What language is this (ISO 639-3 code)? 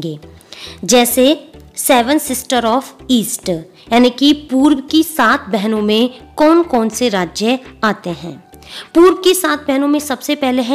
hin